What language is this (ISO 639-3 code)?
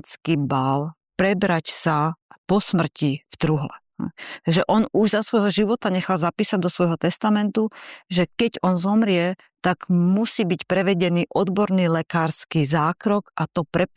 slk